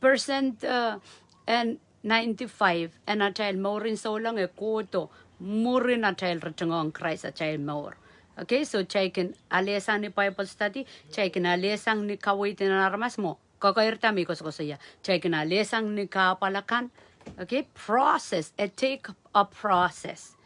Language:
Pohnpeian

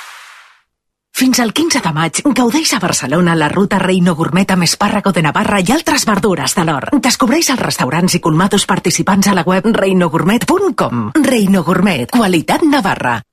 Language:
Catalan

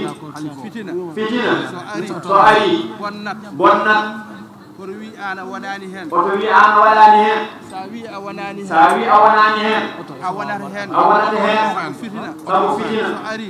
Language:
Fula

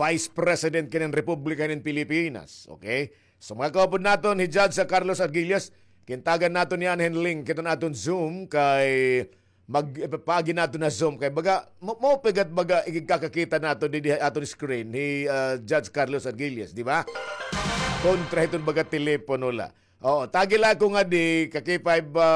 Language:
Waray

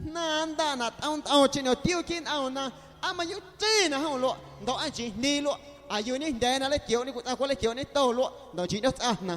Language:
Guerrero Amuzgo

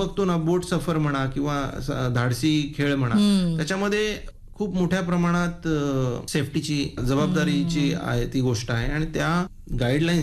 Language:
Marathi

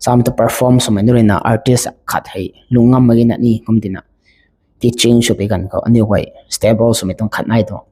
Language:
Rongmei Naga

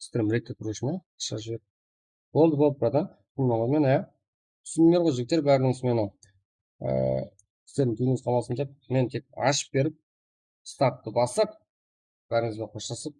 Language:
Kara-Kalpak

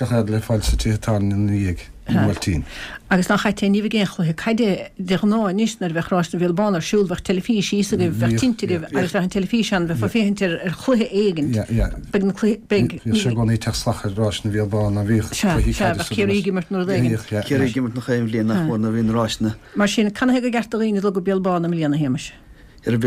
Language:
Irish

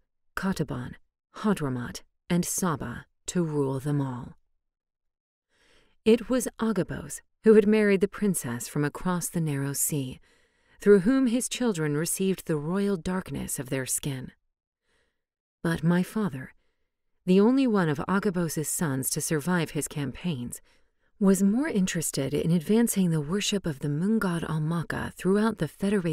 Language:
English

